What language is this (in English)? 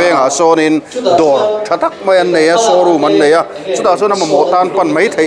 Mizo